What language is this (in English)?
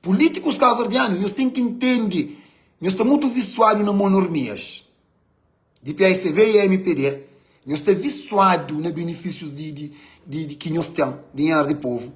Kabuverdianu